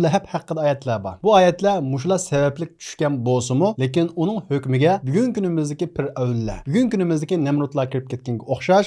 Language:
Uyghur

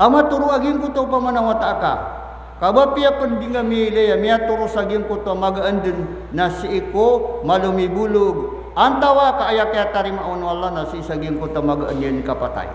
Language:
Maranao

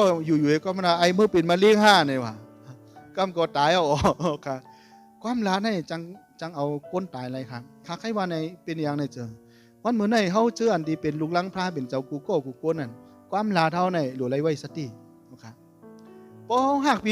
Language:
Shan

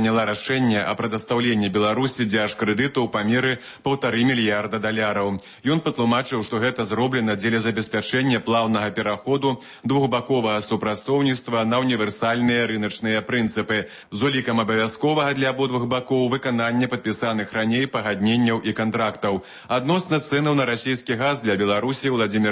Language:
Belarusian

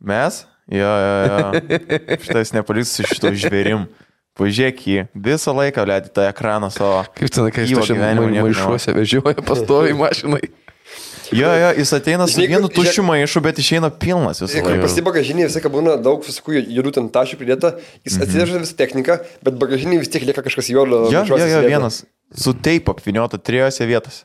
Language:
Lithuanian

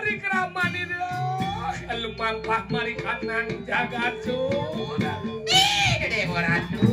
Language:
Balinese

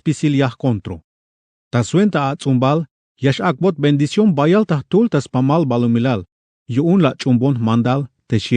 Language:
Tzeltal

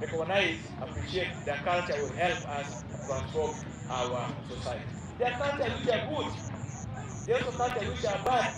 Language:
Acoli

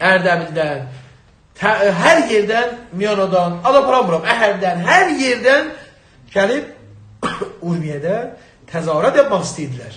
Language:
South Azerbaijani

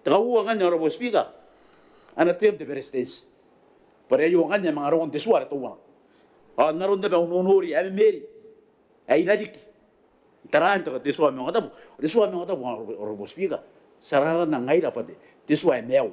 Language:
Gilbertese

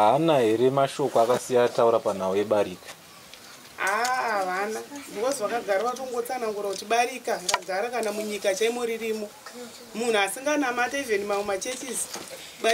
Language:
Shona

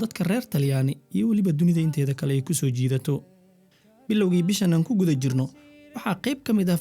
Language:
Somali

